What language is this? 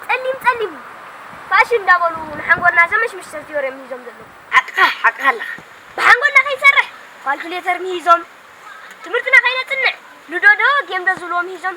Tigrinya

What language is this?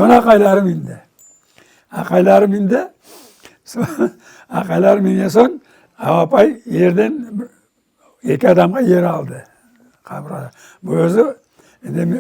Crimean Tatar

